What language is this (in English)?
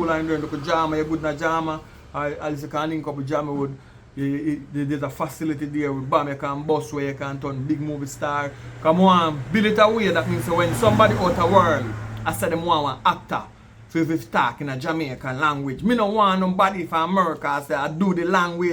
Jamaican Creole English